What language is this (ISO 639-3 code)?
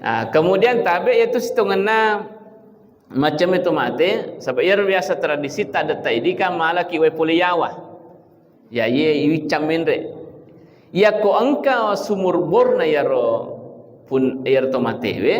bug